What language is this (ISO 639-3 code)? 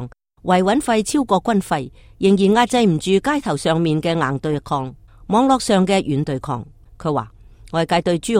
yue